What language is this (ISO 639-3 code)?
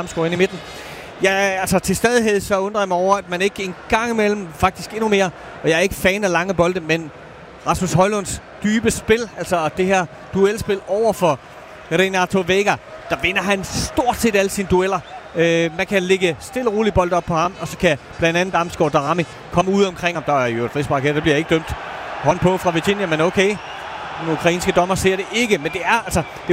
dan